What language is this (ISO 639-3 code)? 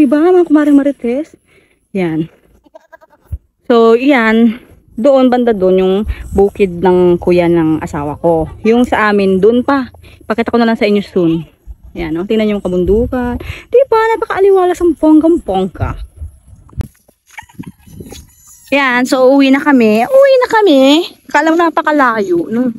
fil